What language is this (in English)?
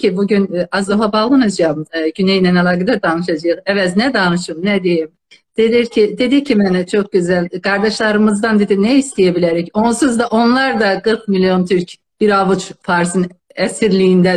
South Azerbaijani